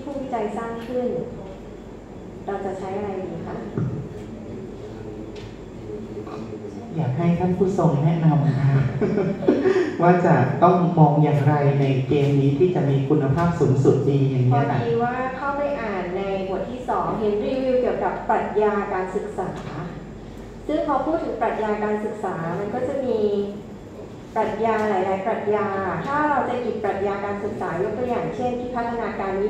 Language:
Thai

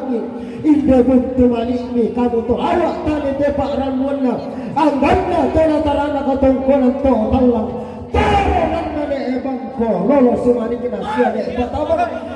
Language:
Toraja-Sa'dan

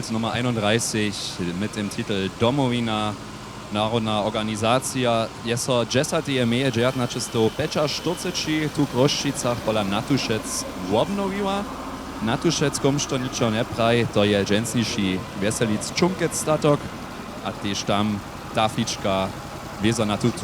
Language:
Upper Sorbian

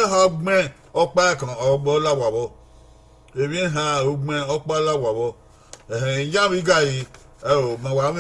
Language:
Bini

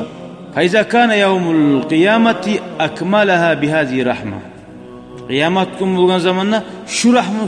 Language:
Kumyk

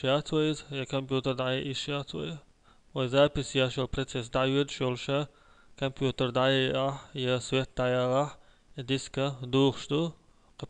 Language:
Chechen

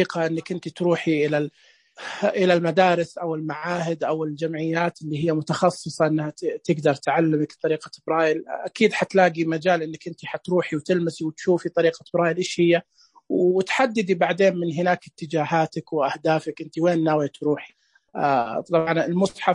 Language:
Najdi Arabic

